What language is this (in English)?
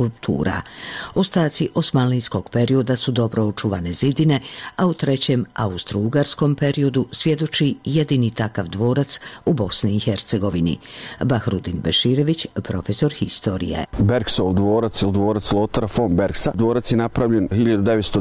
Bosnian